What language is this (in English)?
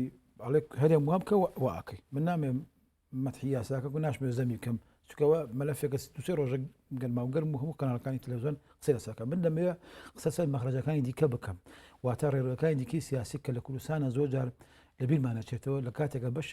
Central Kurdish